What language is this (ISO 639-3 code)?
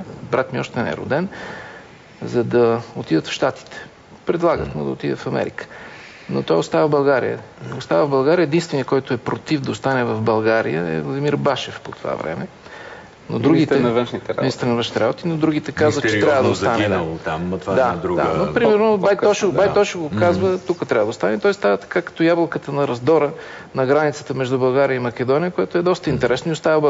bul